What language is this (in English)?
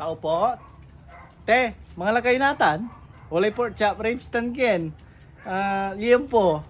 Pangasinan